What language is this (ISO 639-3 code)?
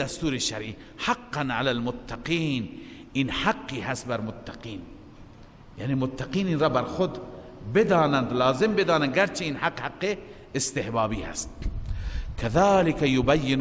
fas